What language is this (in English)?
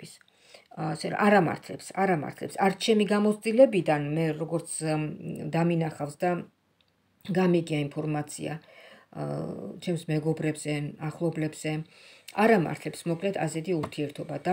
Georgian